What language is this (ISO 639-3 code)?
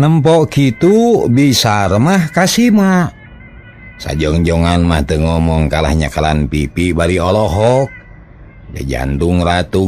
sun